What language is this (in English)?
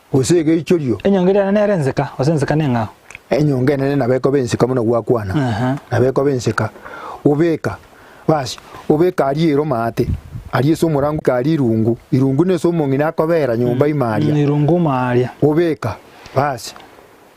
Gusii